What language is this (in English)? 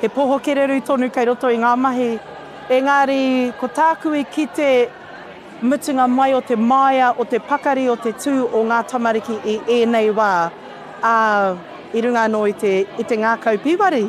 Māori